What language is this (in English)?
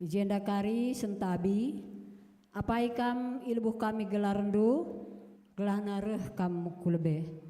Batak Karo